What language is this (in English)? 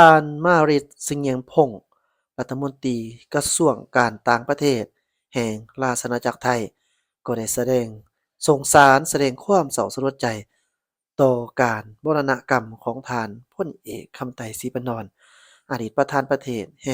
Lao